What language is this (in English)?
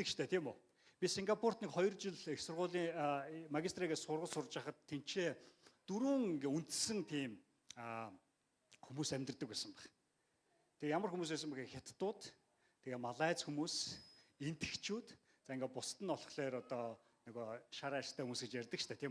Mongolian